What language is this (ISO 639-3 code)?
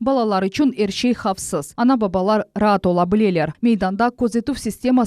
crh